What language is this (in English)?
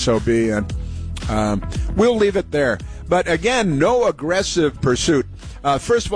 English